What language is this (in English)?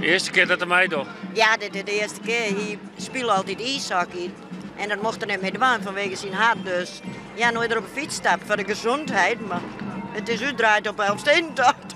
Western Frisian